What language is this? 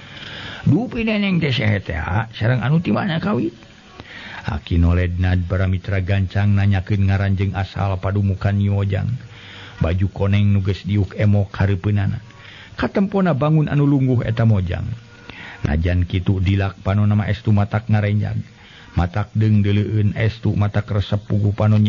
Sundanese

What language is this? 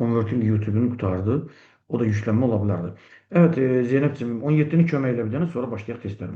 Azerbaijani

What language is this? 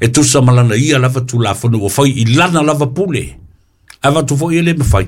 Samoan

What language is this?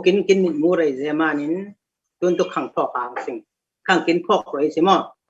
Falam Chin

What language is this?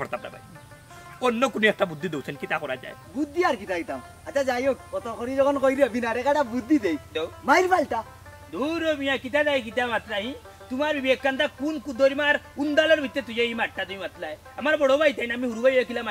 Sylheti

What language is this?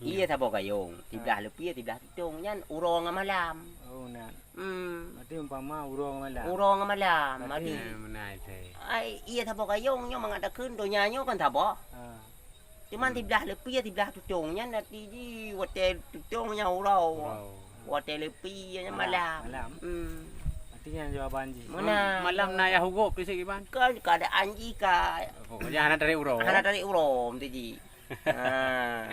Achinese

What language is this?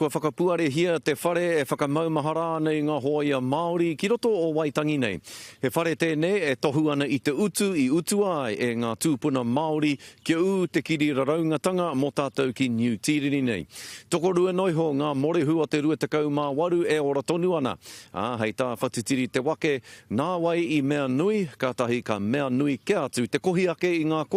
Māori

